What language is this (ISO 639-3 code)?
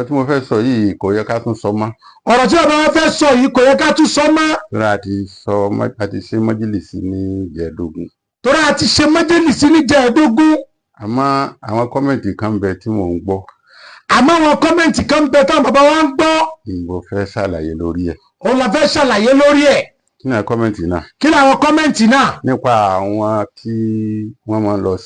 yor